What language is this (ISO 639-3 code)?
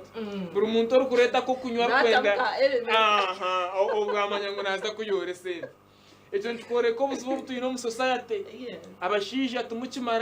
nyn